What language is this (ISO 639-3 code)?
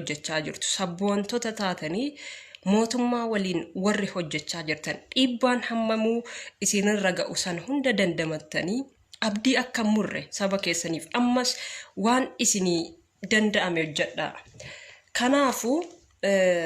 orm